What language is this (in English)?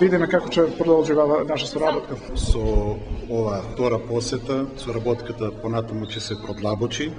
Macedonian